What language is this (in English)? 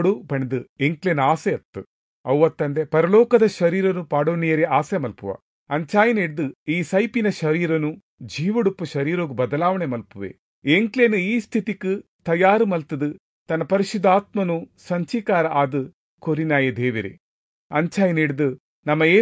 Tulu